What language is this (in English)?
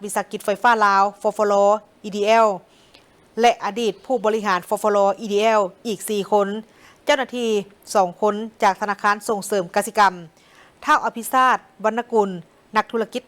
Lao